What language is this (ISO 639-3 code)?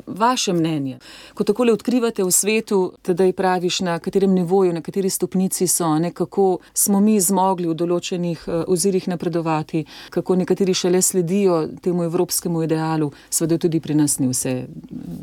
slv